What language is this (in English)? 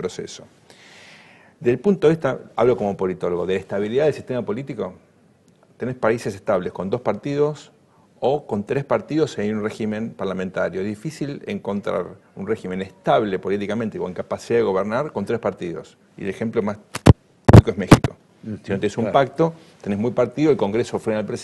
Spanish